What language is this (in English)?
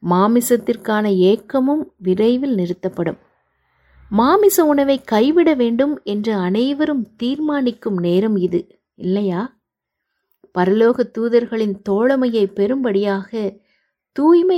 Tamil